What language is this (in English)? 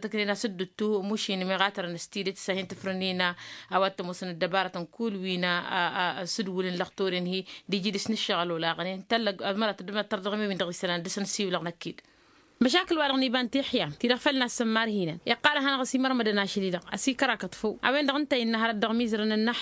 Tamasheq